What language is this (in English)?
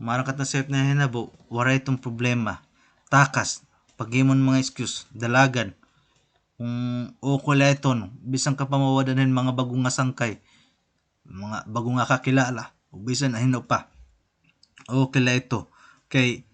Waray